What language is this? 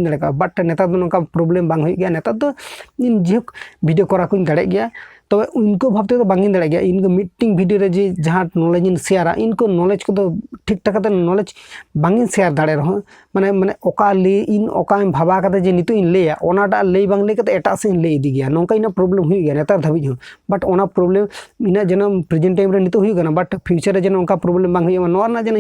Santali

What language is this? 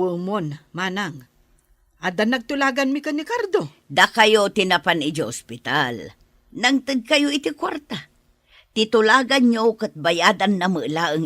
Iloko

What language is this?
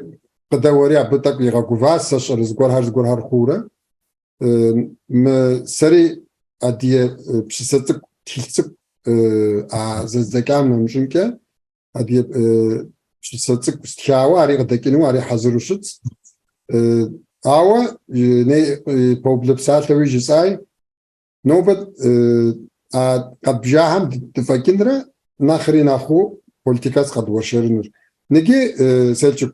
Kabardian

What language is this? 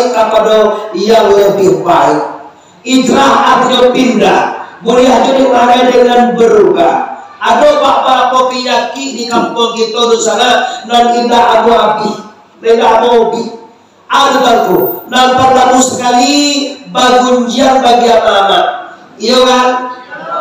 Minangkabau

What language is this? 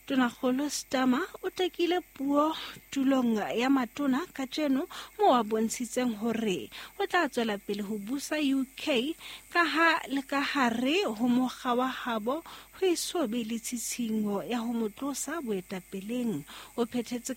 Southern Sotho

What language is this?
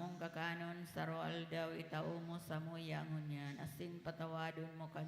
Bikol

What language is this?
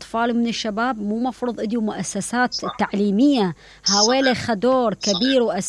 Mesopotamian Arabic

